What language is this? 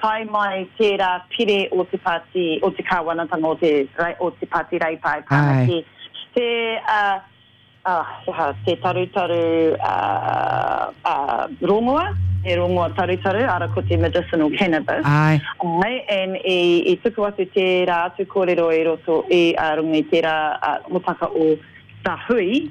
Māori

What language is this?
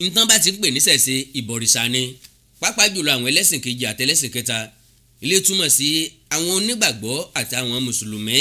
Yoruba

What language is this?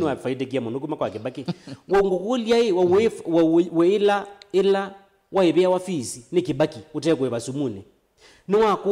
Kamba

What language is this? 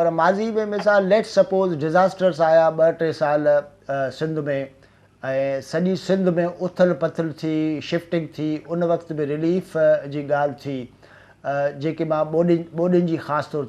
Sindhi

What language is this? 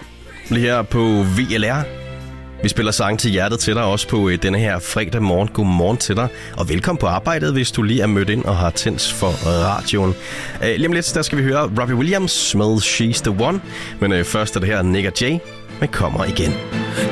Danish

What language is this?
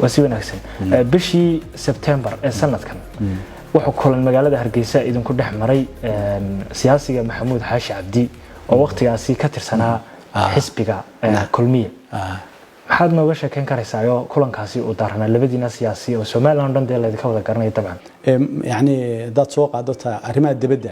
Somali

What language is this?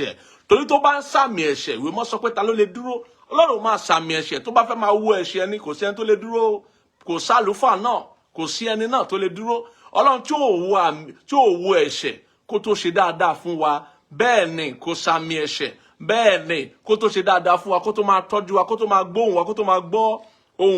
Yoruba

